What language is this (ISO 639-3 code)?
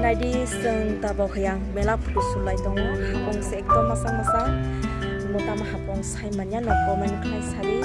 trp